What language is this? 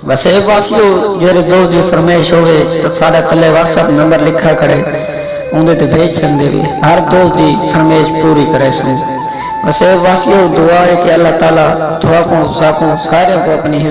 Saraiki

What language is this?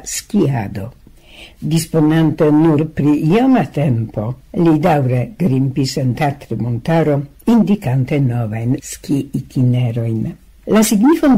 Esperanto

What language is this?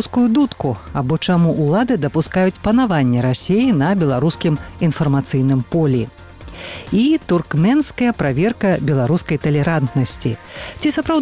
Belarusian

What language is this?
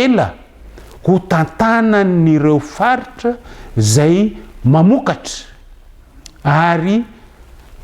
Malagasy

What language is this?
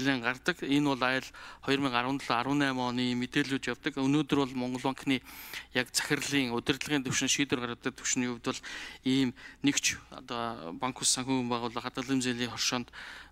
Mongolian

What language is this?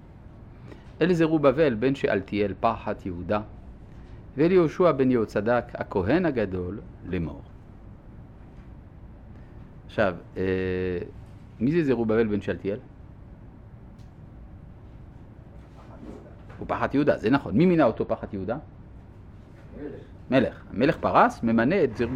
Hebrew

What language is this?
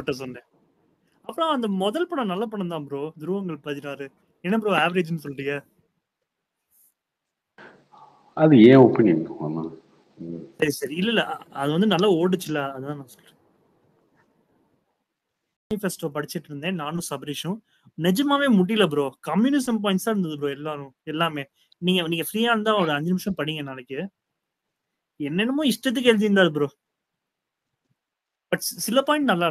Tamil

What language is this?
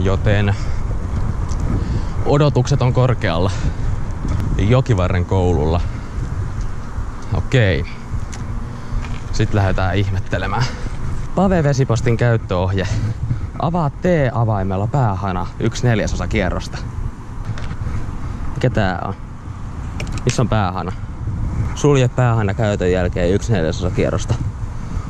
Finnish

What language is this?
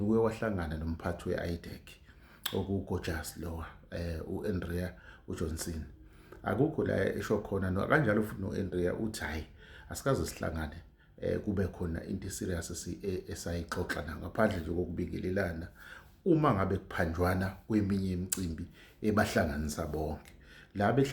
Zulu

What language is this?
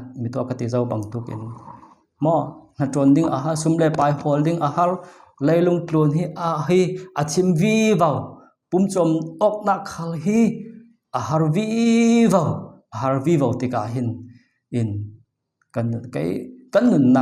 Falam Chin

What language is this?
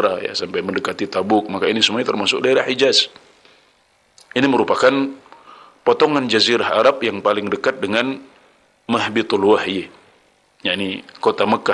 Indonesian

